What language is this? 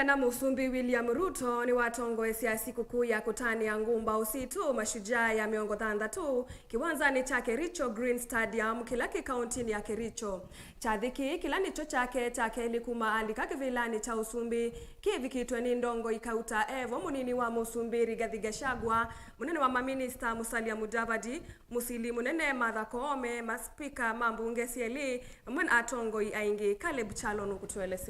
Kamba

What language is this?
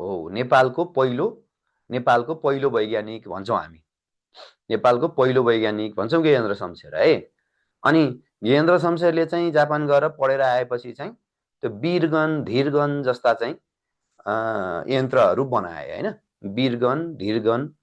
Nepali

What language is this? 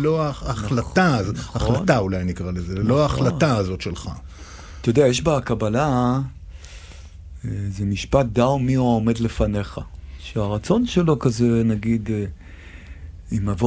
Hebrew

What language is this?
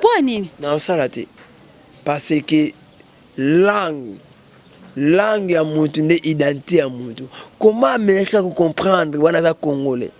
Lingala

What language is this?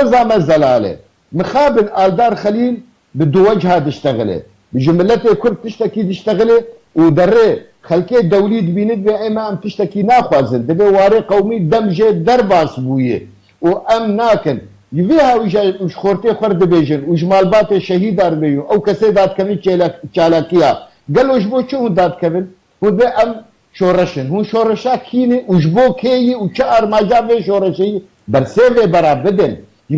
Kurdish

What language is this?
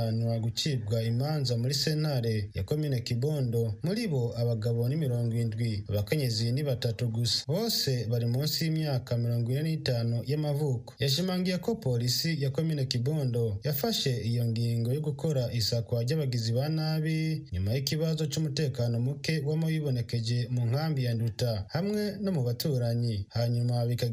Rundi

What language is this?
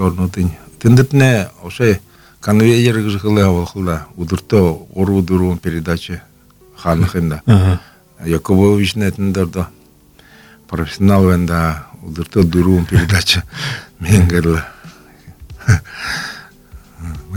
Buriat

